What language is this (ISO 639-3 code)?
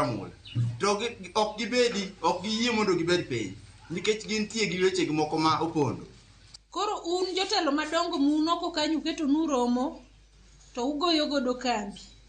luo